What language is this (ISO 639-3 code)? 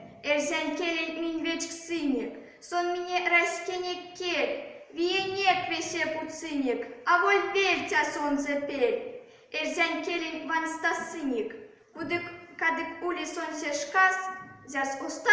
myv